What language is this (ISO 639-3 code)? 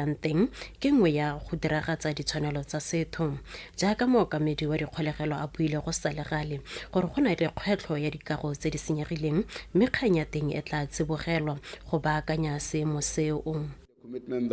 tsn